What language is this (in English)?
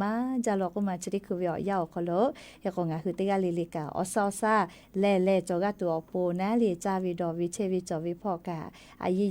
Lahu